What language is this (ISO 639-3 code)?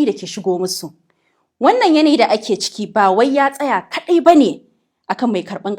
hau